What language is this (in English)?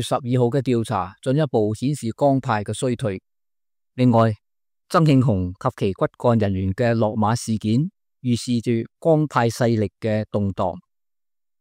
Cantonese